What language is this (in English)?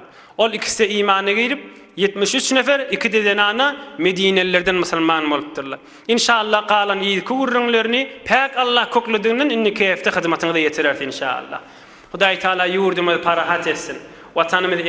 Turkmen